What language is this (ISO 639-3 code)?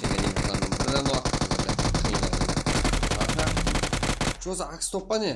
kaa